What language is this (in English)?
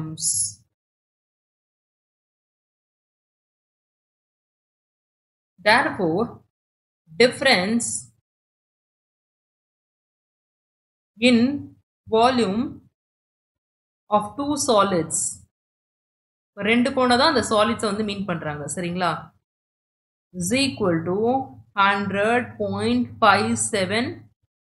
Tamil